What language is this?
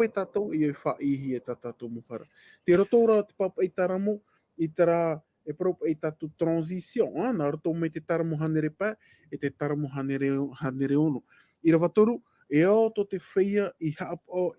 Tahitian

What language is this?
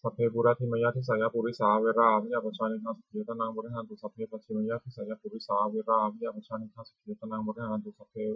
Pali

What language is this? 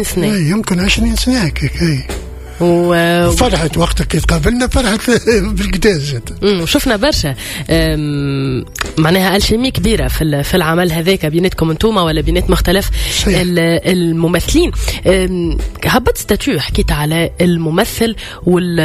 Tunisian Arabic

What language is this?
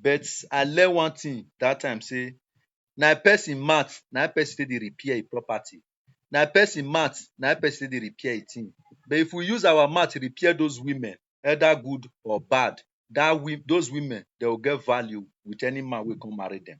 Nigerian Pidgin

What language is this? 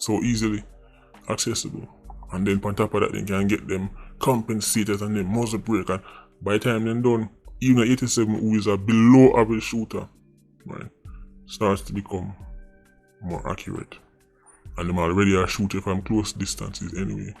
Jamaican Creole English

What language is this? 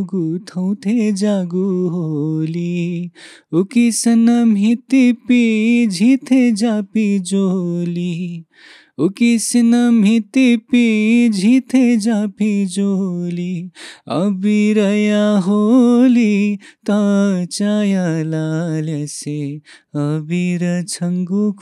Newari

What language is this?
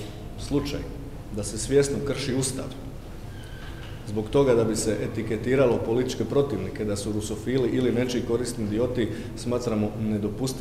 Croatian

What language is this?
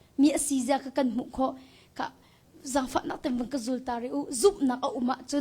Hakha Chin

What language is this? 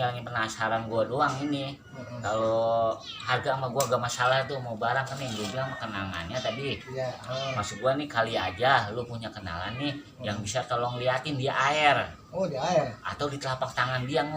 Betawi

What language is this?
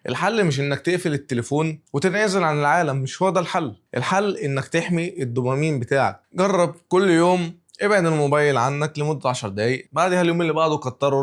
Egyptian Arabic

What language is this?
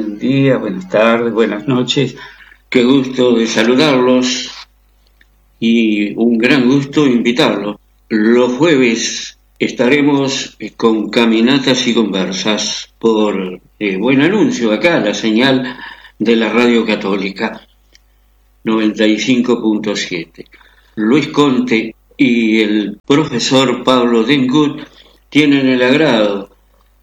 Spanish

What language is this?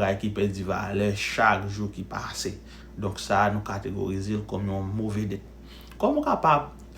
Haitian Creole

